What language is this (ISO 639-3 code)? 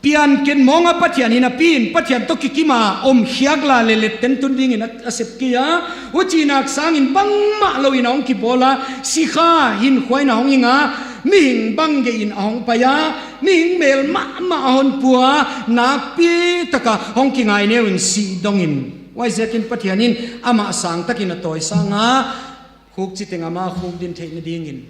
ctd